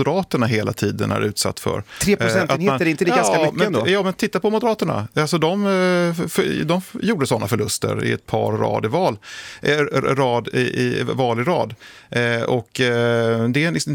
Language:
Swedish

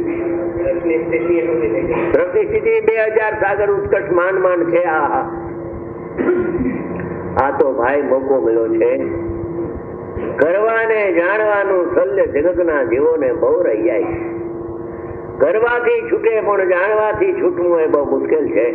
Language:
Gujarati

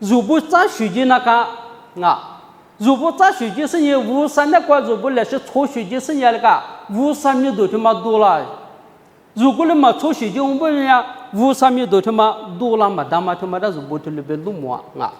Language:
Lisu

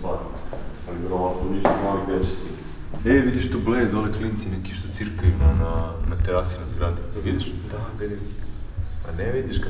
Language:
Serbian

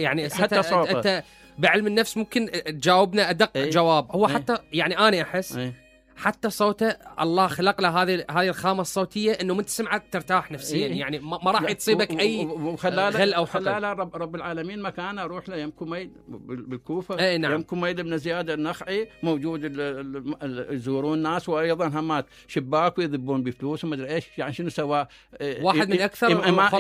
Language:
Mesopotamian Arabic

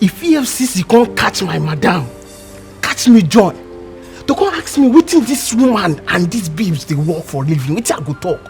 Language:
Nigerian Pidgin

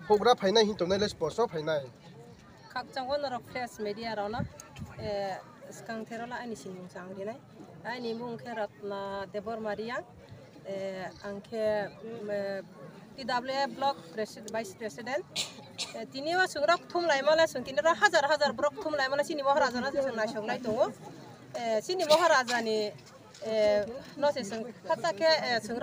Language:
Riang (India)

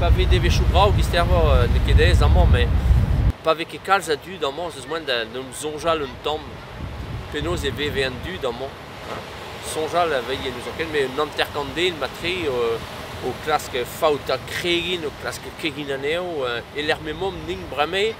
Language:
Breton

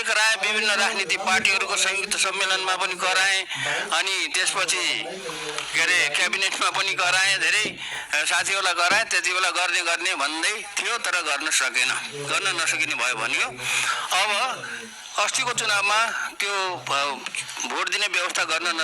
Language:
Nepali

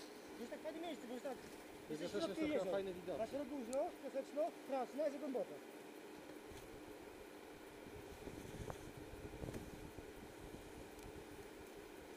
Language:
Polish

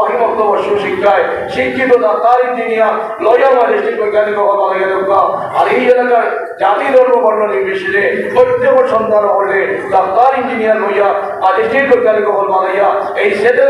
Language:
Sylheti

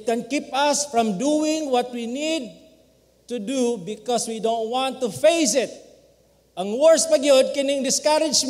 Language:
Cebuano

